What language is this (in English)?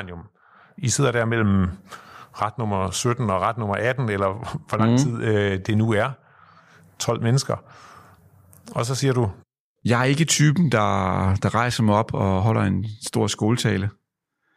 Danish